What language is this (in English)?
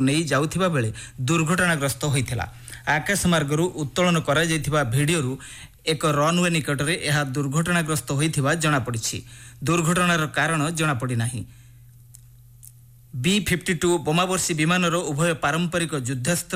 Odia